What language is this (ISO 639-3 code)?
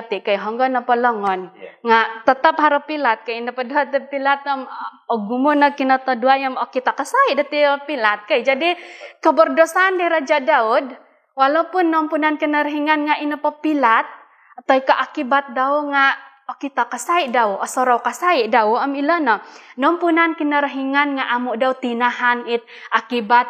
dtp